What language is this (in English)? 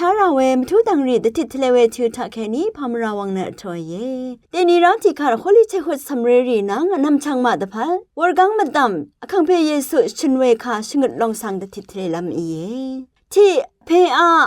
Rawang